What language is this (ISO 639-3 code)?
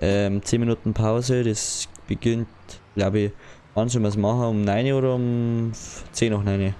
bar